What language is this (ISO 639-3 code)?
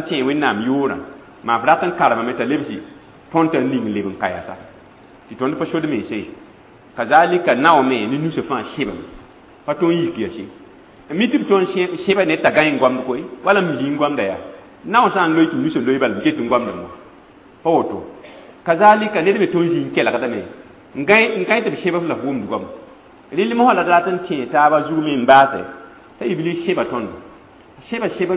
mos